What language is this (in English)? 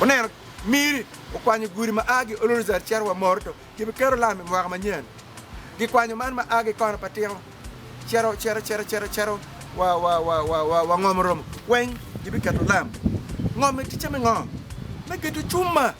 Acoli